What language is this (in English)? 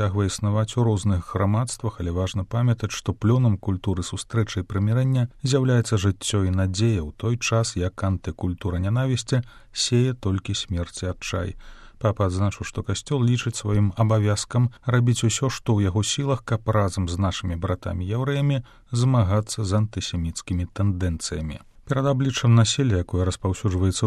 Belarusian